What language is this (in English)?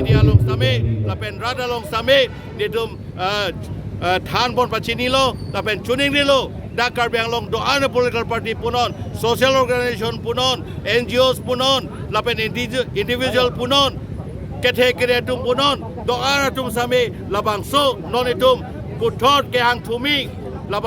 Karbi